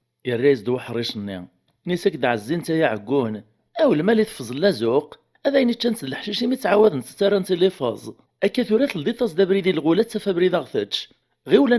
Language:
Kabyle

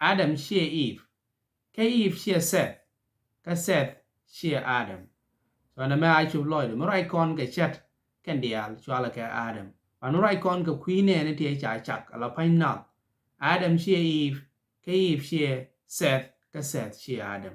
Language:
Nuer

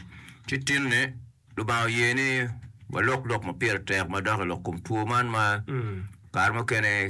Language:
Acoli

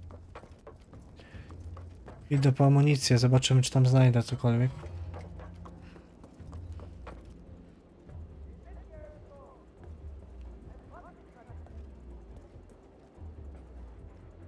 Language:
Polish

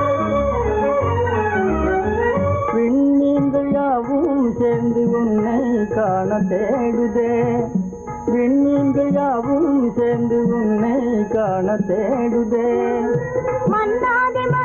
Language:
Tamil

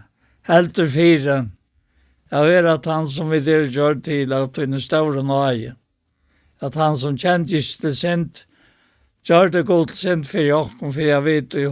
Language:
Faroese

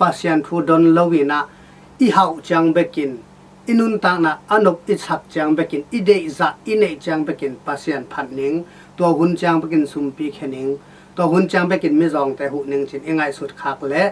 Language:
Tedim Chin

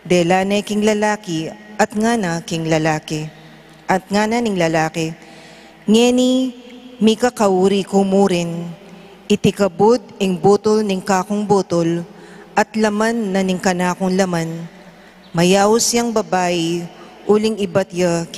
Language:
Pampanga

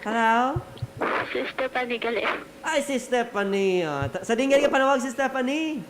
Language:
Hiligaynon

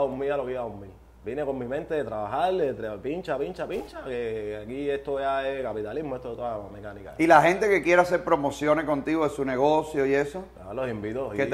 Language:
Spanish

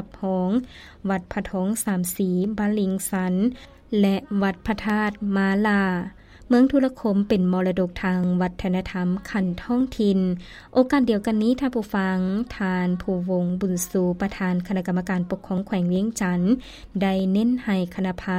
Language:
Lao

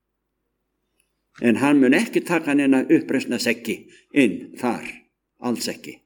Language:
Icelandic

